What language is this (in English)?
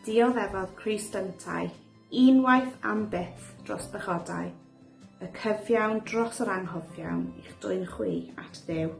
Welsh